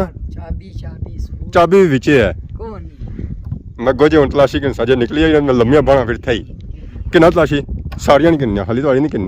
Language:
Pahari-Potwari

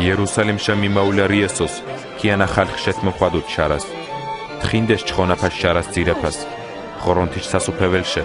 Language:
Mingrelian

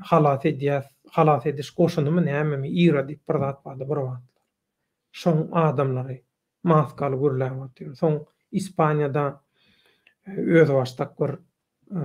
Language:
Turkmen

